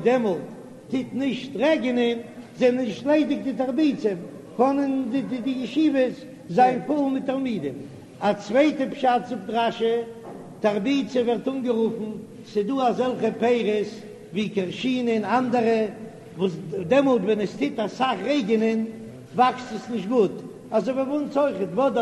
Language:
Yiddish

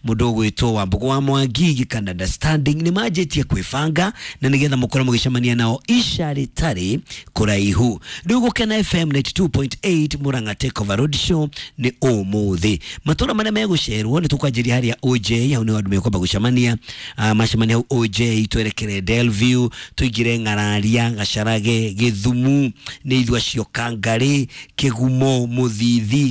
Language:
Kikuyu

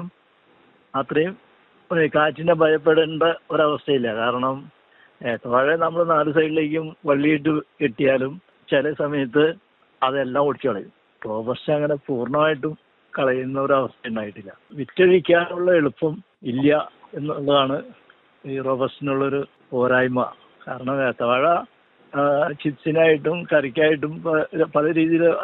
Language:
Malayalam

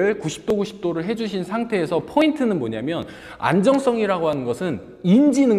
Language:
Korean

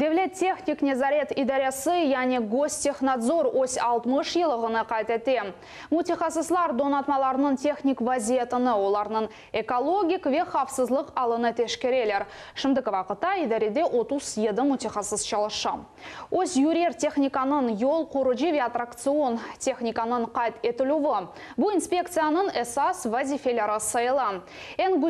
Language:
Crimean Tatar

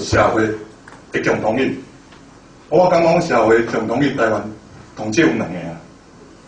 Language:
Min Nan Chinese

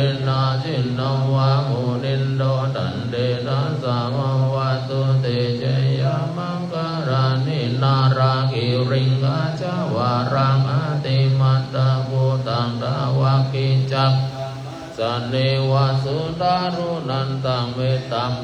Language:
Pali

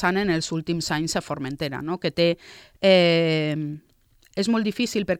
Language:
Catalan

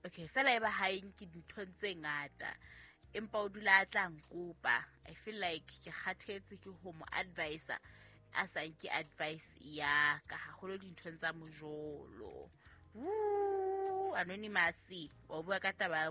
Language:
Southern Sotho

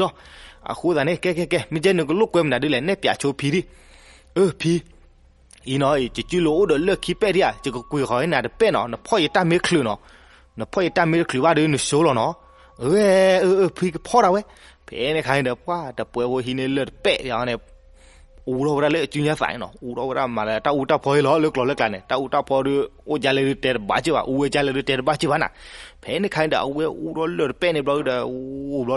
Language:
S'gaw Karen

